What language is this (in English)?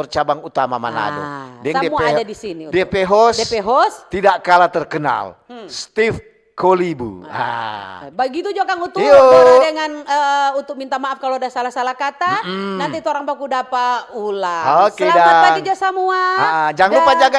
Manado Malay